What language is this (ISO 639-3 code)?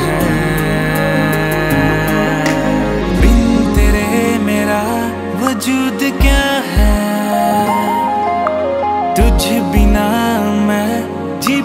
hin